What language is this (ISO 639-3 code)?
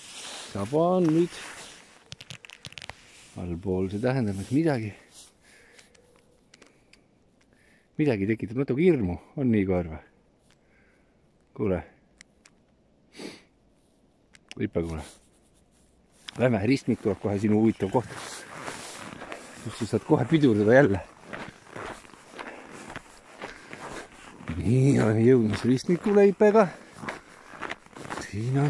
est